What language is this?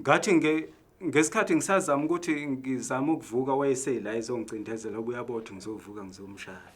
Zulu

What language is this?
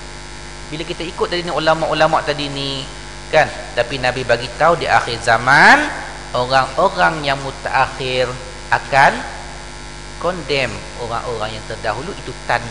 Malay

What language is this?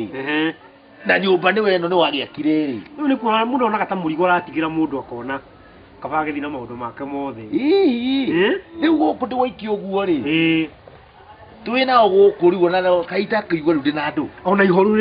Kikuyu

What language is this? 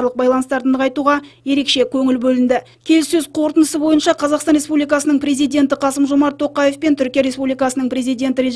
Kazakh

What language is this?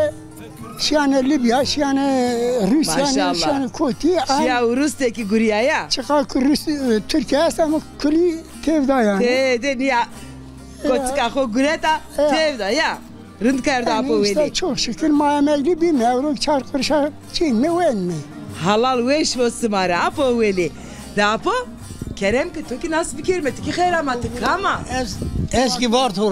Zaza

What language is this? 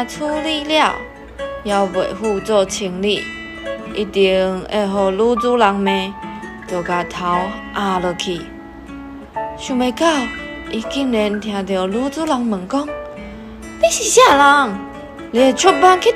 Min Nan Chinese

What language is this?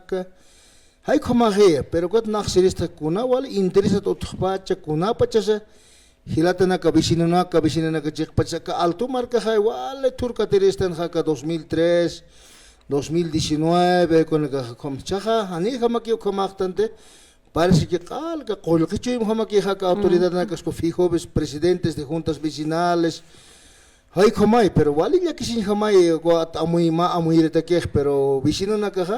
Aymara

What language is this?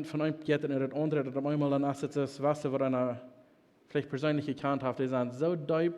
Plautdietsch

